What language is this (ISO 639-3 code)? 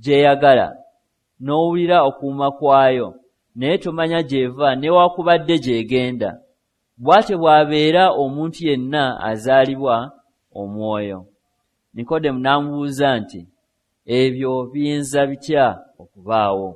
lug